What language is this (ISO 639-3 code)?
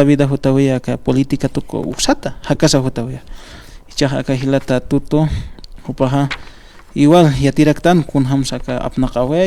aym